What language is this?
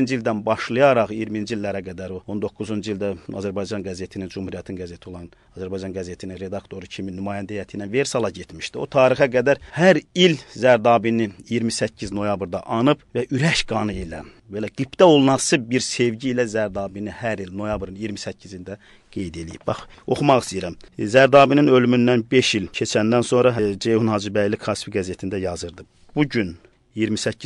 Azerbaijani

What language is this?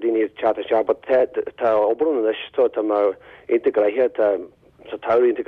Irish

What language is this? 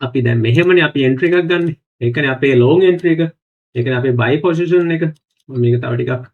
Sinhala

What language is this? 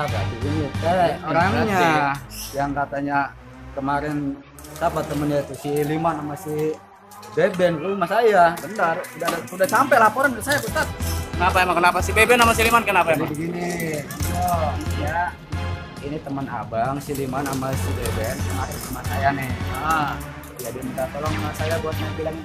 Betawi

